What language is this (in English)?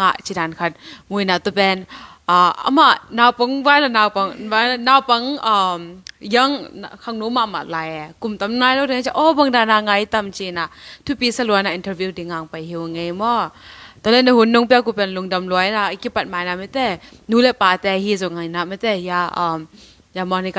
Tedim Chin